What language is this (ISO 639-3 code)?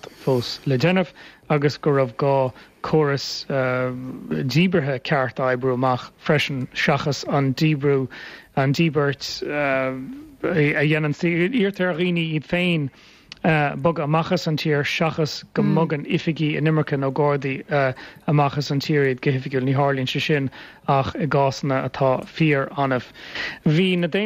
gle